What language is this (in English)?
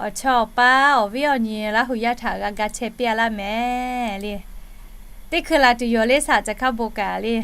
Lahu